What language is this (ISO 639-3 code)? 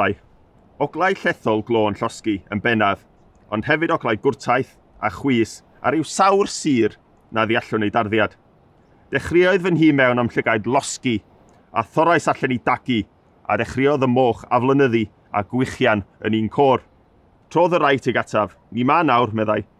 cym